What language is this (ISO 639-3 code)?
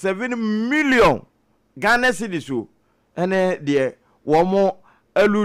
aka